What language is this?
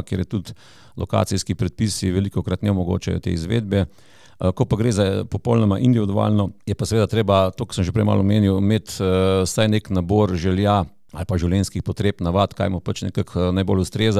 Slovenian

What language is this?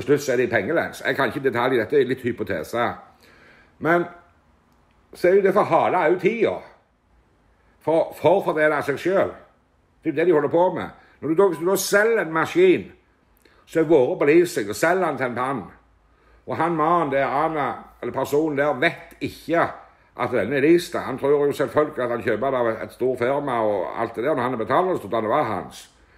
Norwegian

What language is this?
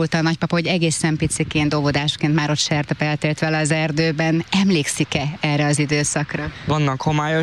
Hungarian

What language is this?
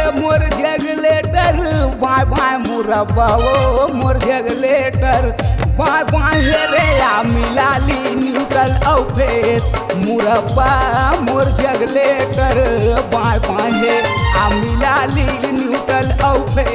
Chhattisgarhi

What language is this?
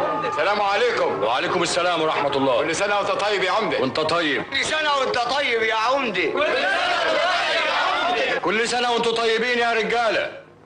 Egyptian Arabic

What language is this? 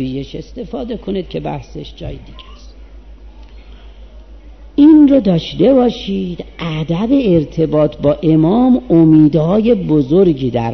Persian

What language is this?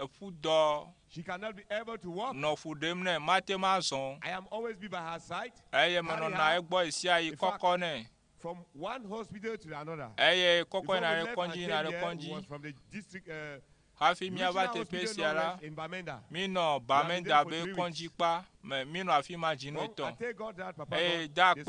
Ewe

